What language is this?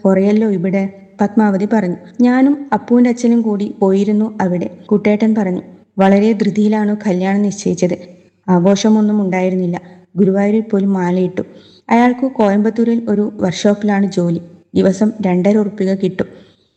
Malayalam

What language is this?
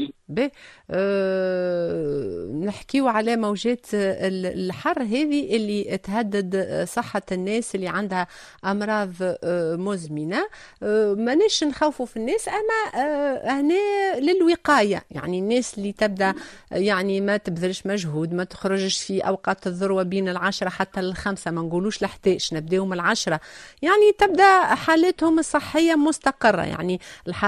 Tunisian Arabic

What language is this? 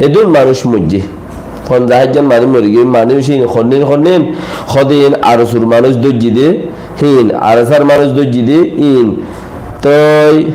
Rohingya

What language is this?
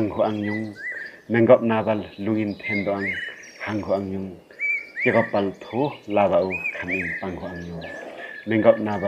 Limbu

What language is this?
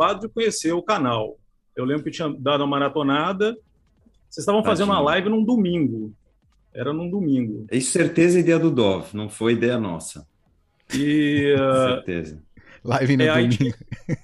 Portuguese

